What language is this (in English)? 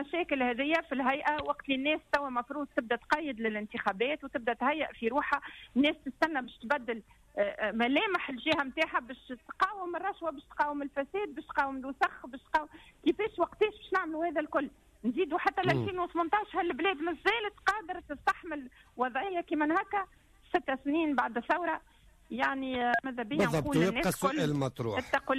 Tunisian Arabic